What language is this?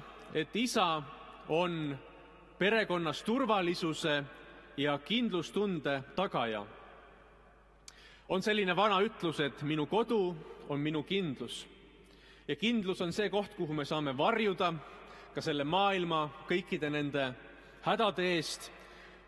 Estonian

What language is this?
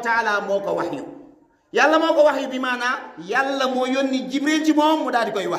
Wolof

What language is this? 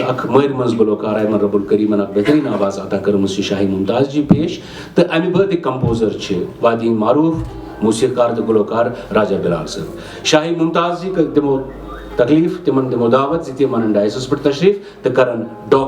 Kashmiri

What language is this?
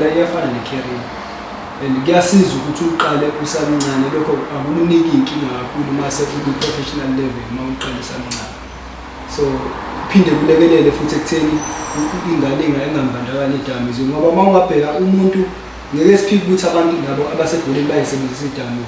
Zulu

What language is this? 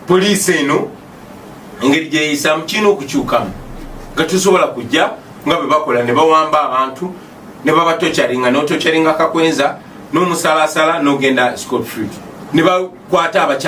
Ganda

